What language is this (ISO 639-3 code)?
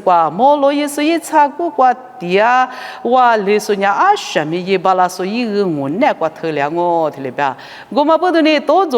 lis